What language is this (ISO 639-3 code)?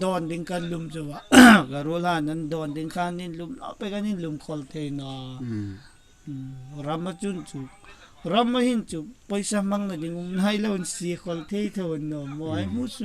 hmr